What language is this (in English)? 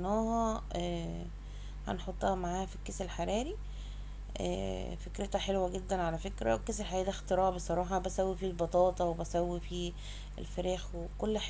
Egyptian Arabic